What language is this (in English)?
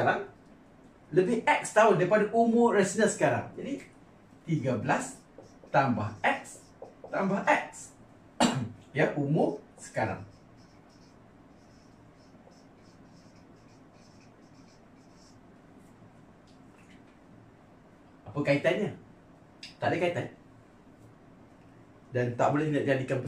Malay